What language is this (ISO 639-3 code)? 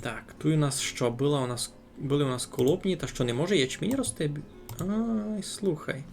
rue